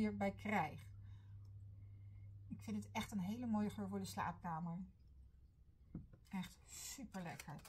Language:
Dutch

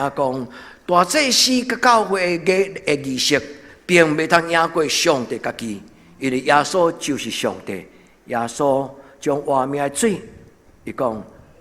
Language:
Min Nan Chinese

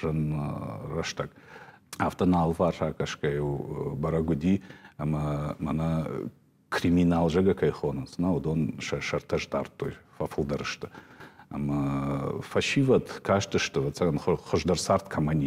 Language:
Ossetic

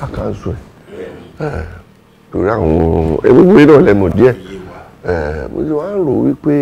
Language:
Yoruba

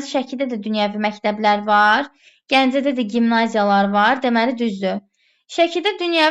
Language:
Azerbaijani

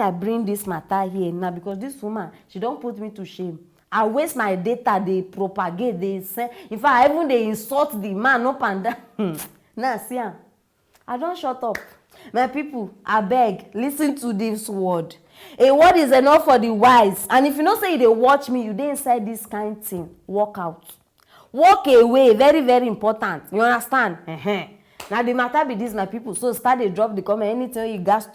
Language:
Nigerian Pidgin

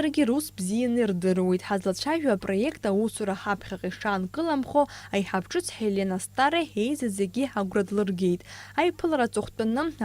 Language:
Abkhazian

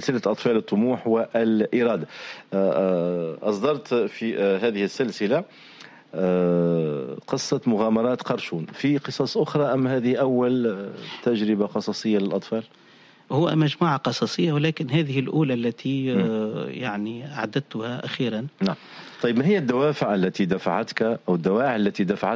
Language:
Tunisian Arabic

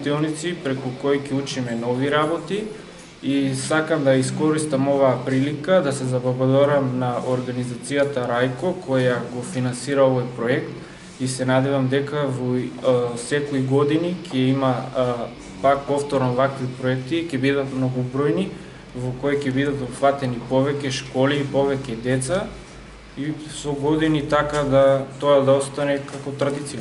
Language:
Macedonian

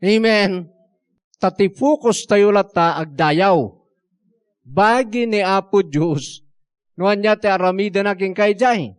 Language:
Iloko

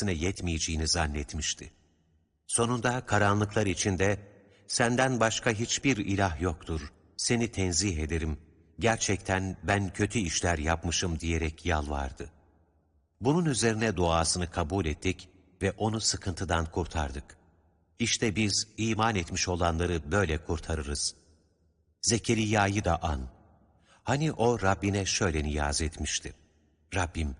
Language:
Turkish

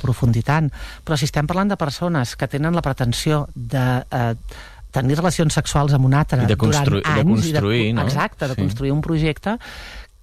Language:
Catalan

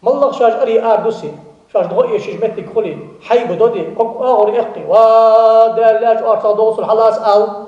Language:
Ingush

